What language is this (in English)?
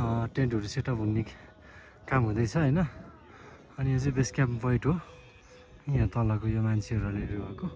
Nepali